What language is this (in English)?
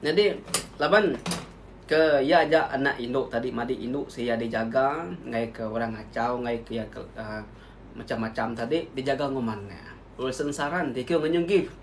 Iban